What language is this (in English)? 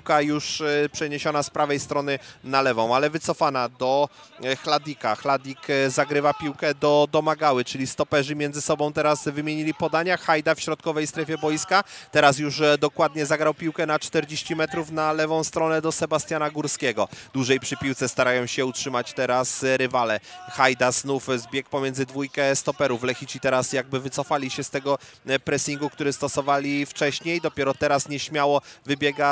Polish